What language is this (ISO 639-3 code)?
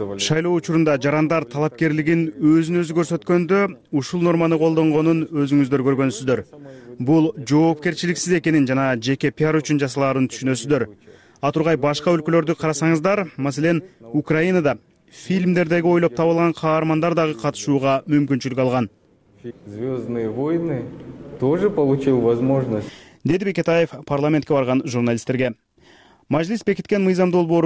kir